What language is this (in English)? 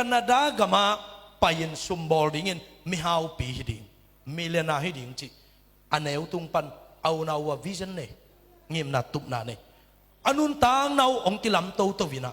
Tedim Chin